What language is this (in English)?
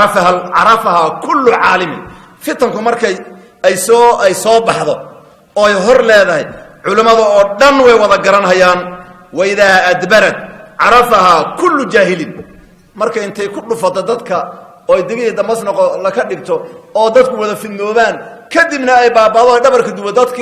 Somali